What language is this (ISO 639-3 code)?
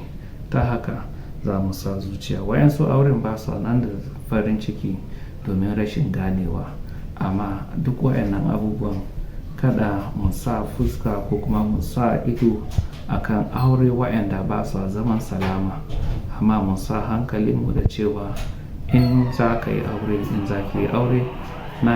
hau